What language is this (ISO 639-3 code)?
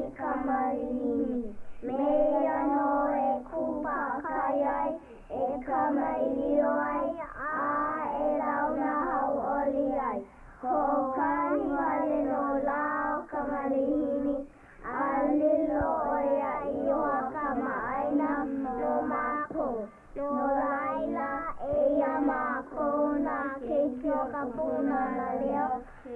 haw